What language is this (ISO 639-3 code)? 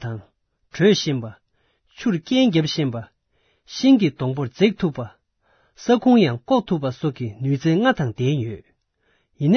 bod